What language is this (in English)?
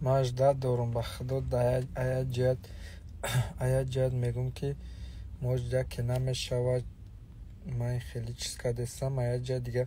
Tajik